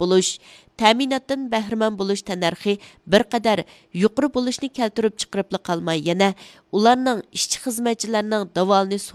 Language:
Uyghur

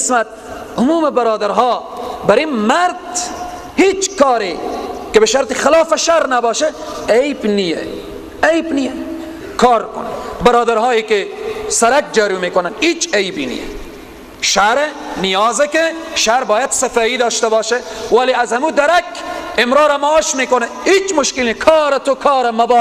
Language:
Persian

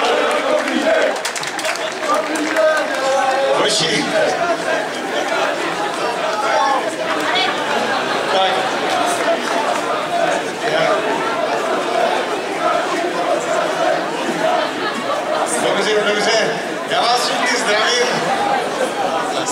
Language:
Czech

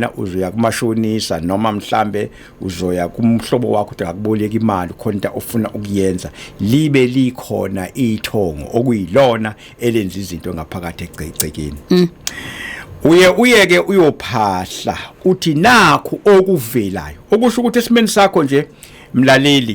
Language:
Zulu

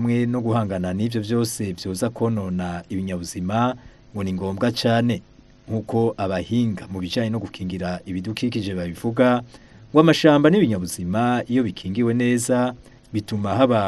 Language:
Rundi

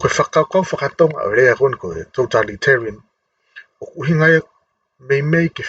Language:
Tongan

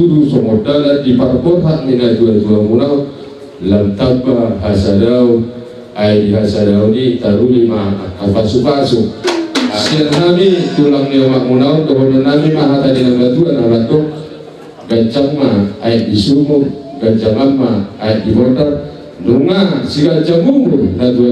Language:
Batak Toba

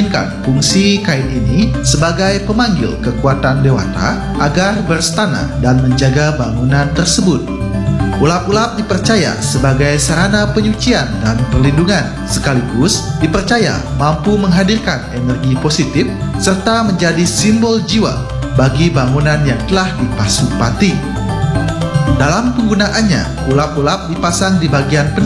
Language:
Indonesian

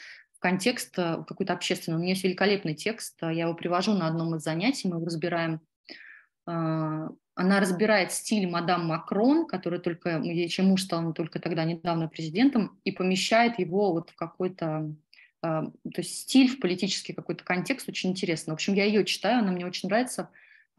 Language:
Russian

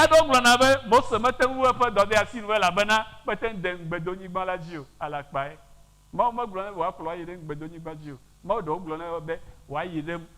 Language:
Ewe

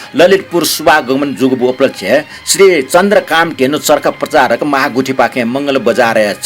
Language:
Newari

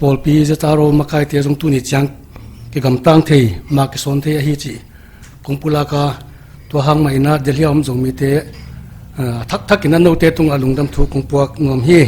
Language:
Paite Chin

